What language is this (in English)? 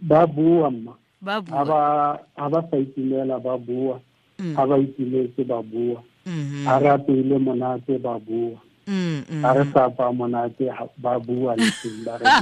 Tswana